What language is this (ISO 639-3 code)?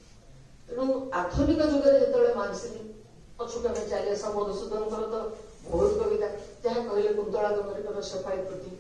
ori